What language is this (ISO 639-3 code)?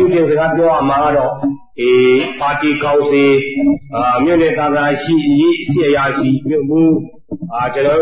mya